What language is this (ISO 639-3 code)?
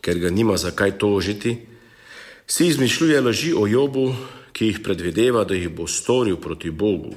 slv